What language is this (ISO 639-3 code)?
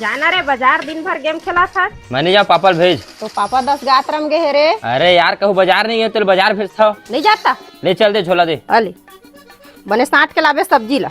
hne